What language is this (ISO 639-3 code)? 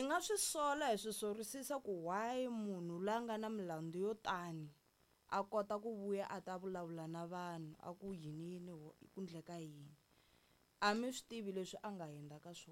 tso